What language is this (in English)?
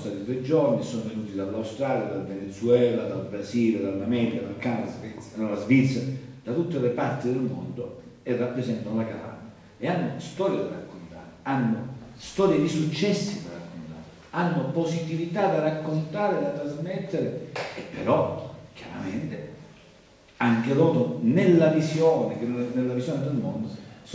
Italian